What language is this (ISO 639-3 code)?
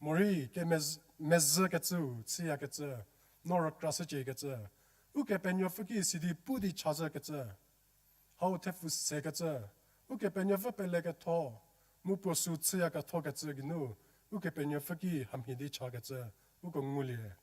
njm